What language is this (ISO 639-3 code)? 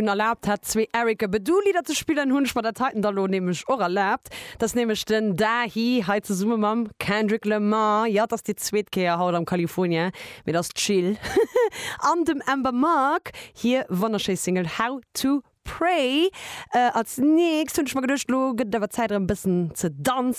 ltz